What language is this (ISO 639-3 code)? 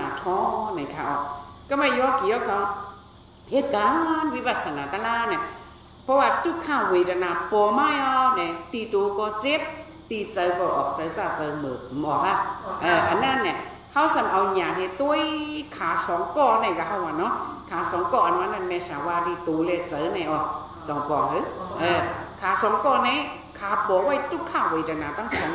shn